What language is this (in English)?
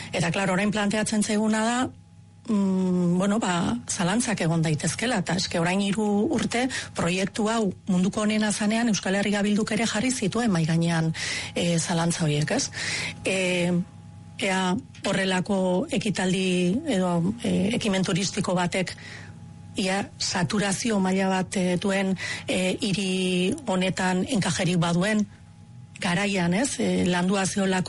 Basque